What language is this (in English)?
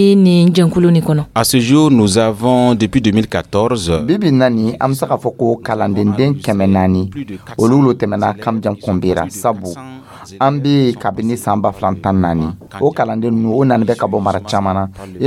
Dyula